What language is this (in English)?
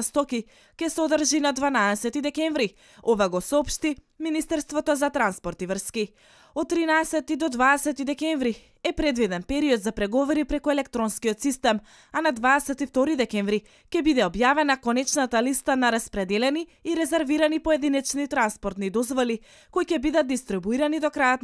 Macedonian